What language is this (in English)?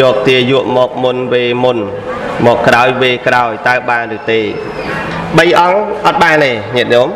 Khmer